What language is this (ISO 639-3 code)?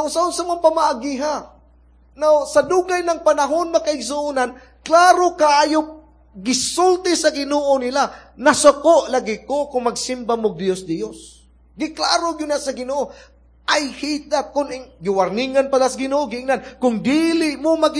ceb